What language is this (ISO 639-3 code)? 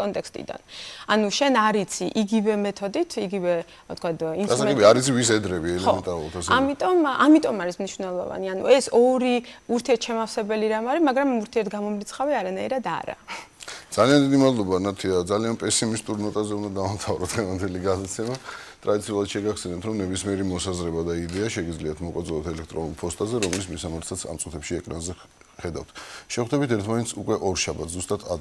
kat